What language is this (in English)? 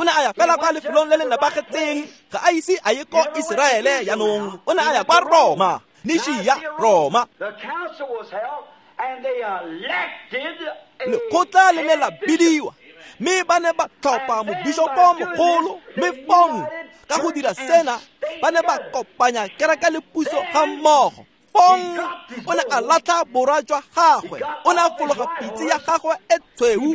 Tswana